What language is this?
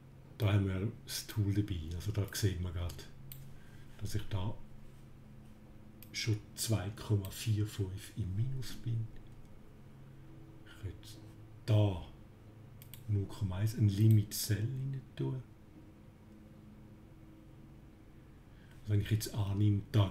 German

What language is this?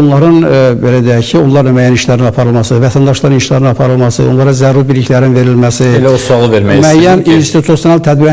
Azerbaijani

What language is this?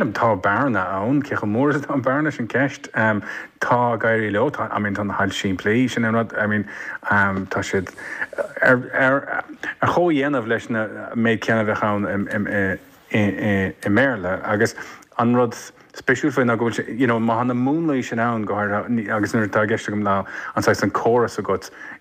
Irish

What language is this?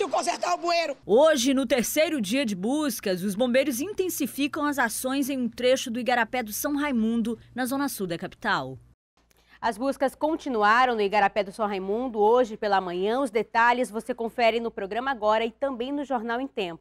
Portuguese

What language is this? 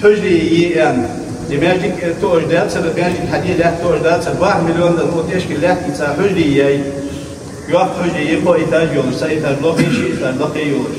Ingush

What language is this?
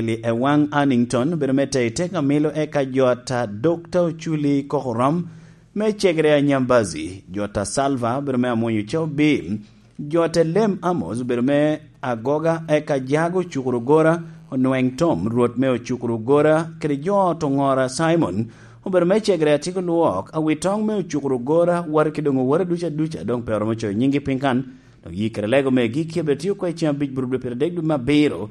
Lango (Uganda)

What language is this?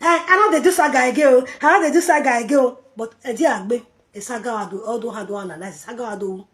Nigerian Pidgin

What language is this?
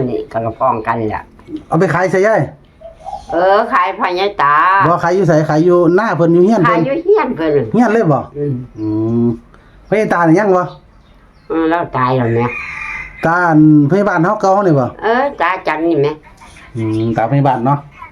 Northeastern Thai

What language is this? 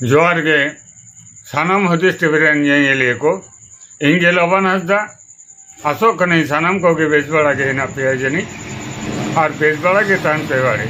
Santali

